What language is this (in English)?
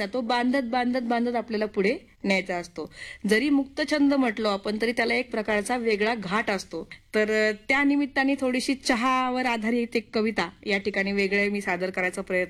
Marathi